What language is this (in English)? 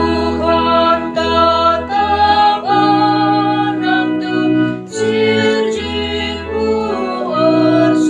Batak Karo